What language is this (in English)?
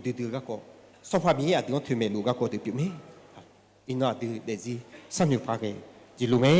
Akha